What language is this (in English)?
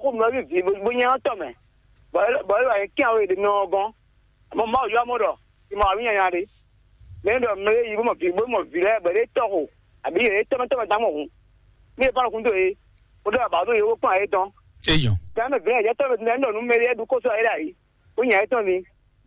Fon